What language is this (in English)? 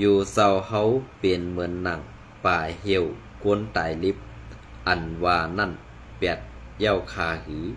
Shan